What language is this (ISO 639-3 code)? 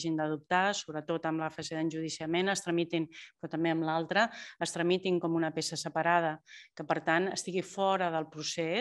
cat